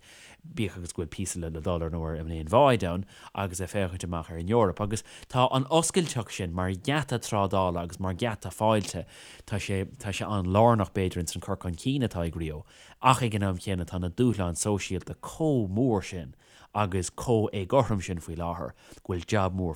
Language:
Irish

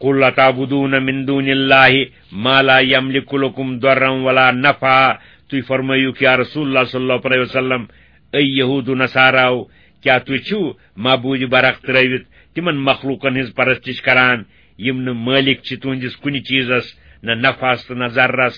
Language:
Kashmiri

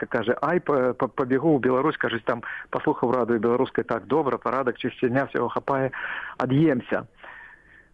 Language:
Belarusian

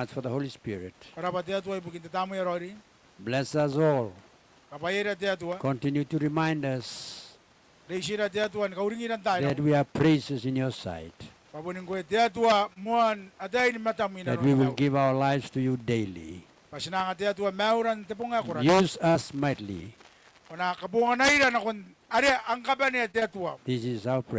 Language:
Gilbertese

